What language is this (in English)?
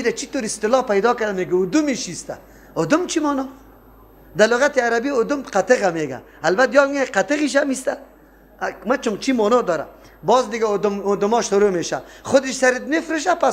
Persian